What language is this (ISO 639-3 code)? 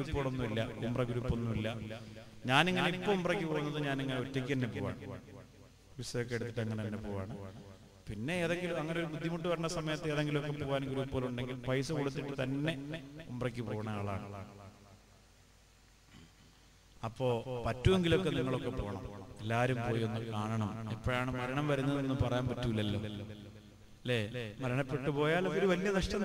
mal